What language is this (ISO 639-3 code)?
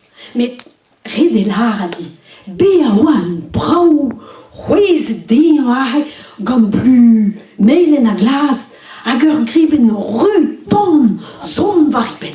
bre